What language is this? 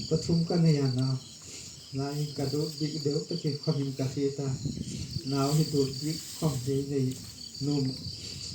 Hmar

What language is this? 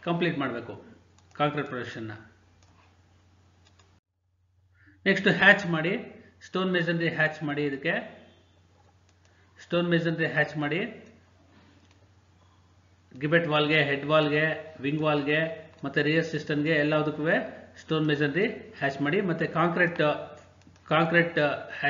Kannada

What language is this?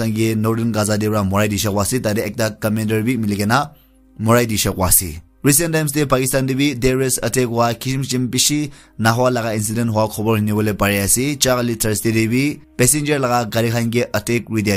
Naga Pidgin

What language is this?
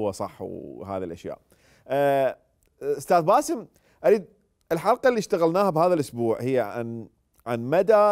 Mesopotamian Arabic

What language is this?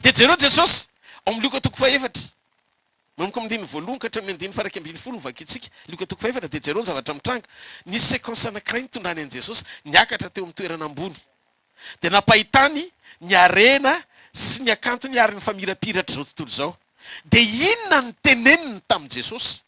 Malagasy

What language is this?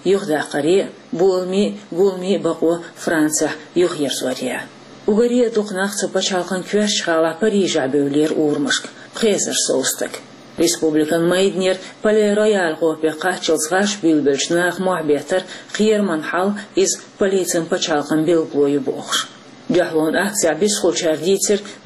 Chechen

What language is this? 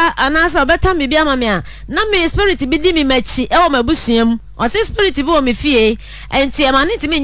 Akan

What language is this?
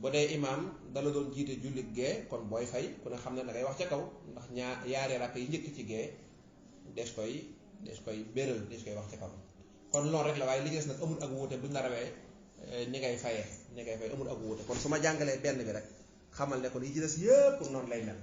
Wolof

